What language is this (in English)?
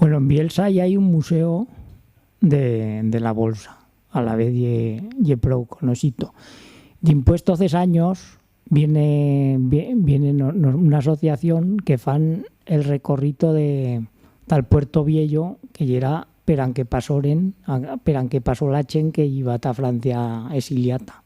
Aragonese